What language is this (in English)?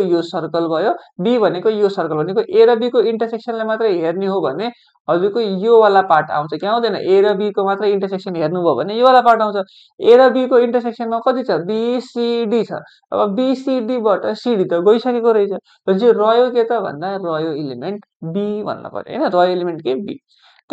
Nepali